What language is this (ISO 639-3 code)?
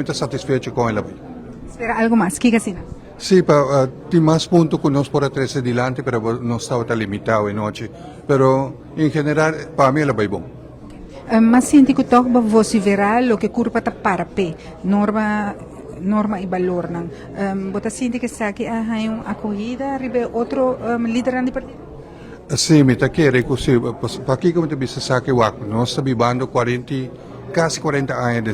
pap